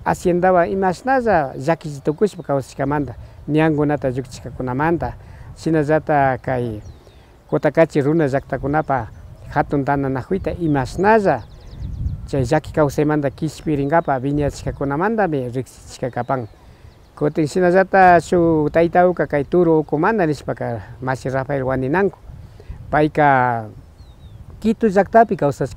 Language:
Imbabura Highland Quichua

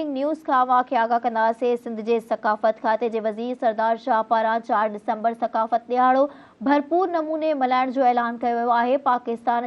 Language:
Sindhi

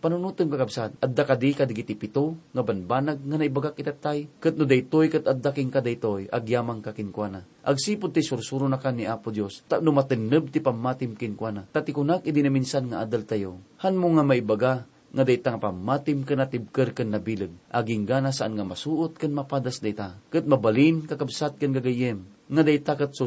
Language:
Iloko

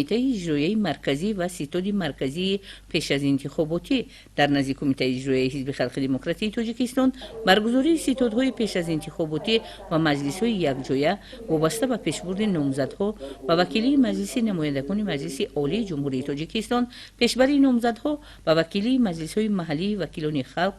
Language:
Tajik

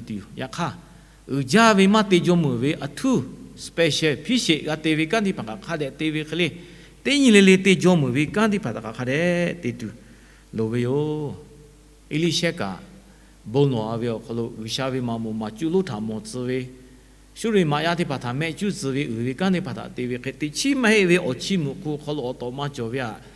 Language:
Lahu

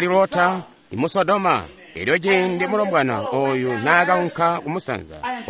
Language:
Tonga (Zambia)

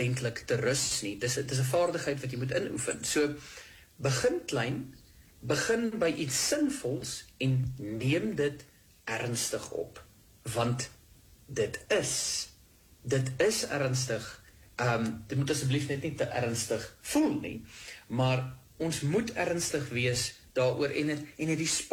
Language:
Afrikaans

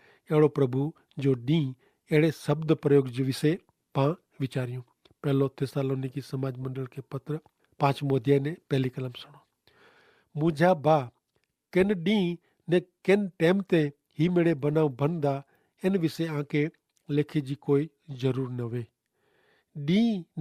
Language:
Kachhi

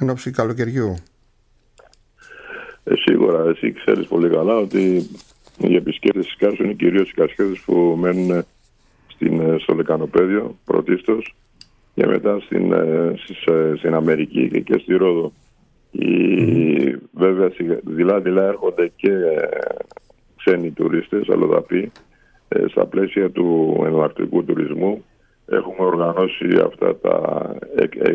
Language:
Greek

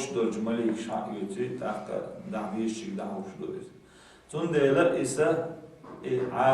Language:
Chechen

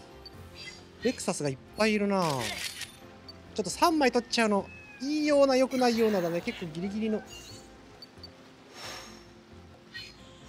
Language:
Japanese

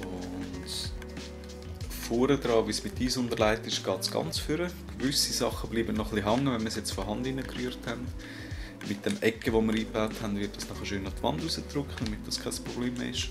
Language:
Swiss German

